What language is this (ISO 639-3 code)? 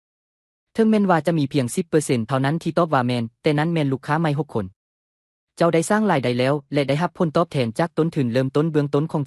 lao